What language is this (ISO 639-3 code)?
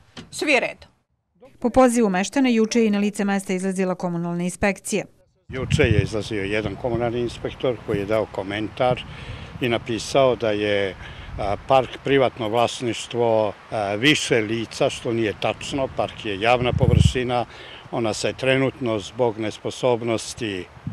srp